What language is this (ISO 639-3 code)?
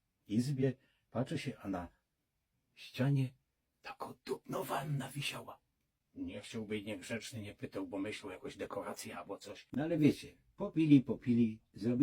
szl